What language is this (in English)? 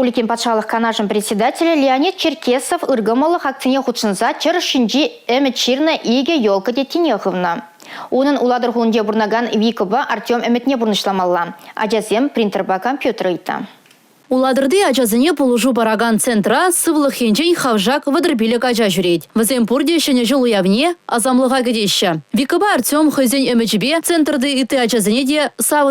Chuvash